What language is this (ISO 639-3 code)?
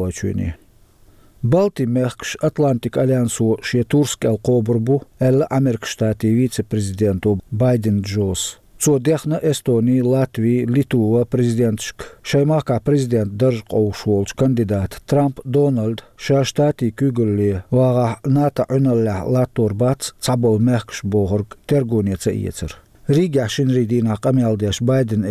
che